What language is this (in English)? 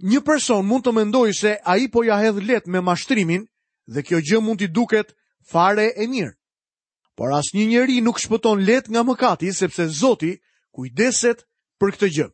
Albanian